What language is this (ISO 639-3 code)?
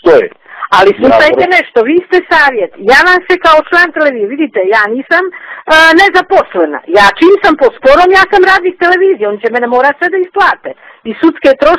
bos